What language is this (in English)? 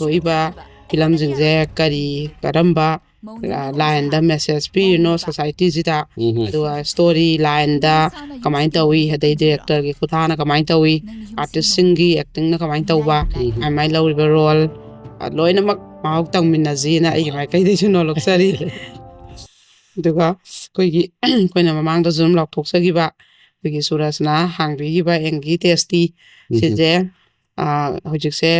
Manipuri